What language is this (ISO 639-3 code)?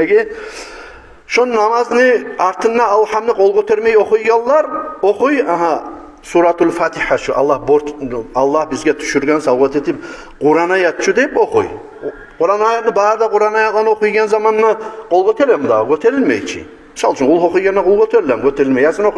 kum